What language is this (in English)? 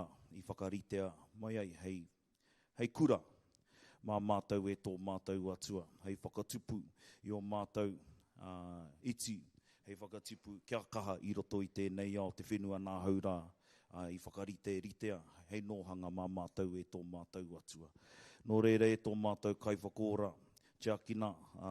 Māori